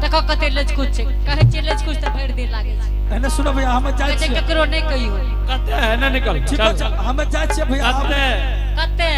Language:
Angika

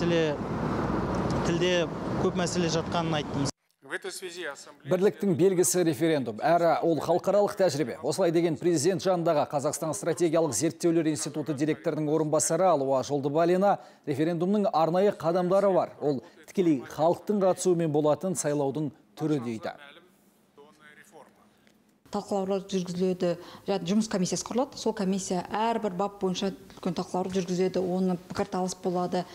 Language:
Kazakh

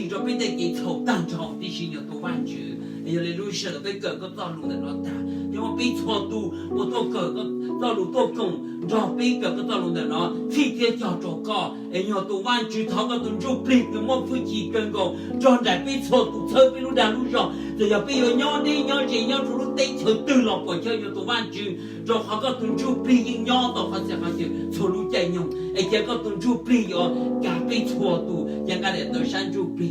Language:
Hmong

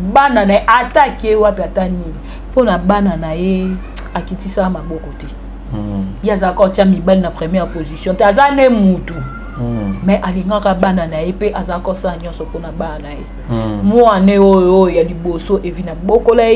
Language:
Lingala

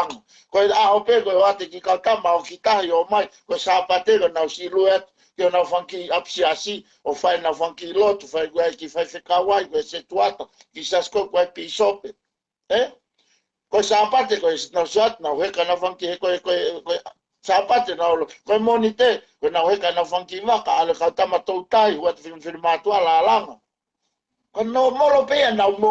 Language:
Tongan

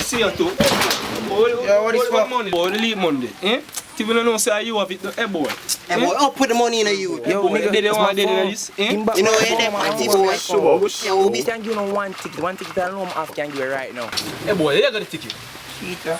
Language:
Jamaican Creole English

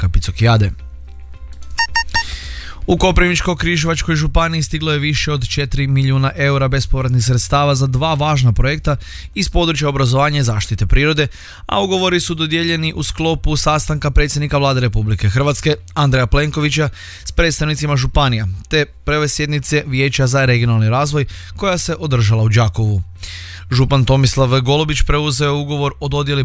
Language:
Croatian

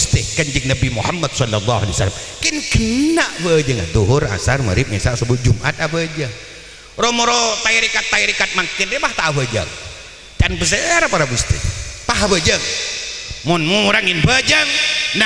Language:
Madurese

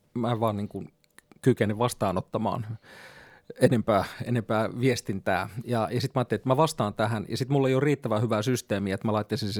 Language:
Finnish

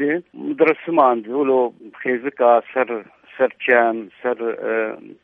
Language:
Kurdish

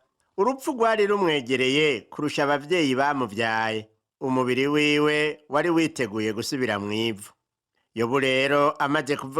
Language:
Rundi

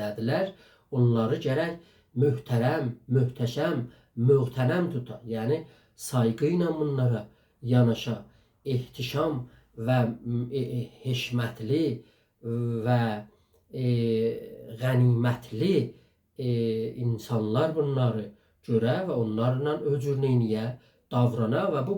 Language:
South Azerbaijani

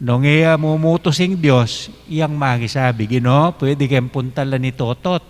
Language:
Pampanga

